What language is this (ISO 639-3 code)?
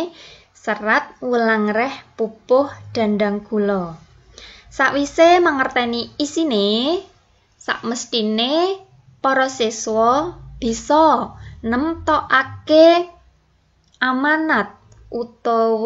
jav